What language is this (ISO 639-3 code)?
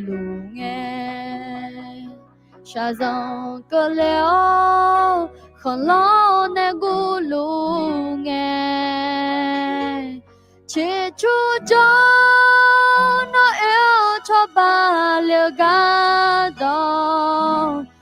ahk